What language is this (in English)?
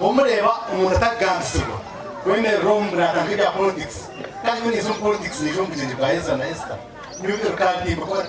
Nyankole